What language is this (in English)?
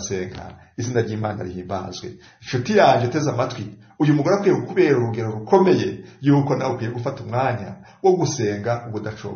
Kinyarwanda